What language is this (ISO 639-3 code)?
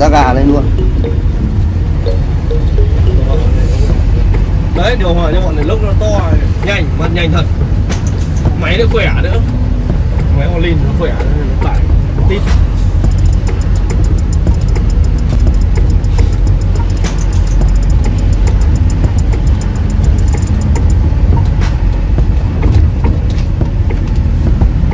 vie